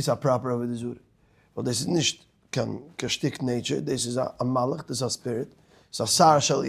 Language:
Yiddish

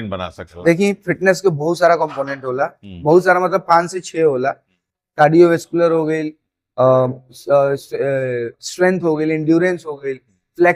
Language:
Bhojpuri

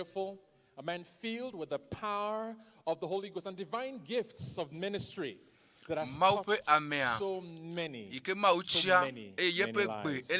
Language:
Ewe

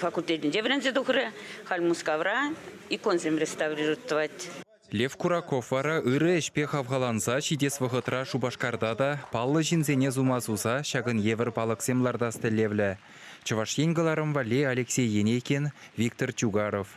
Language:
Chuvash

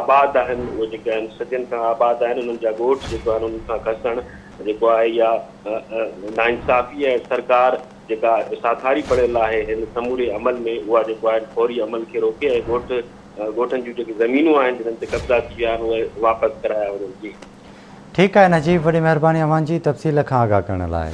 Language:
Sindhi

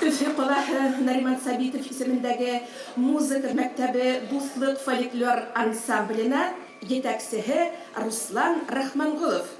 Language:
Bashkir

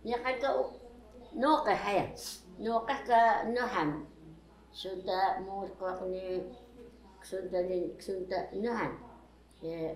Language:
Taroko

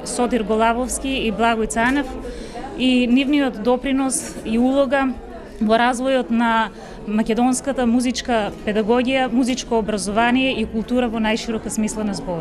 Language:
Macedonian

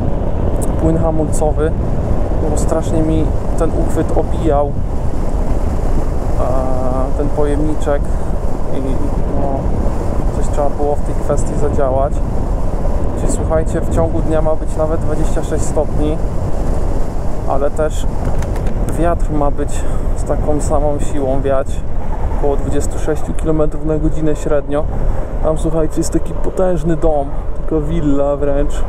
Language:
Polish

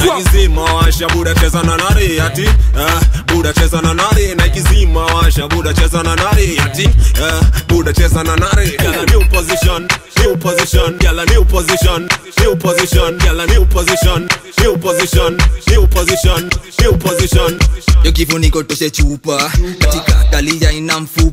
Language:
Swahili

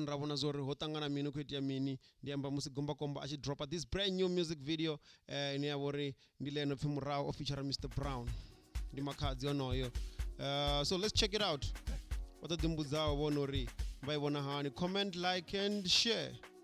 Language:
Venda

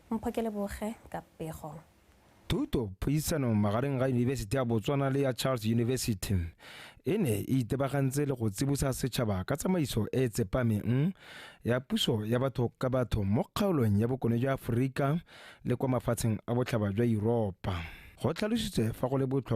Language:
Tswana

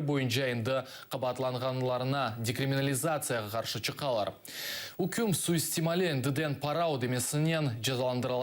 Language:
Crimean Tatar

